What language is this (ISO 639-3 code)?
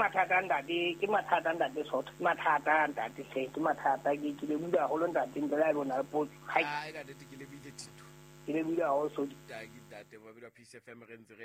sot